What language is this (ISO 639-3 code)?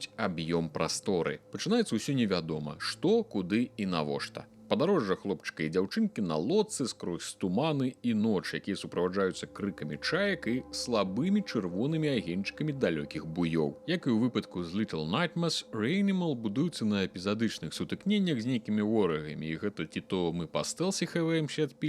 bel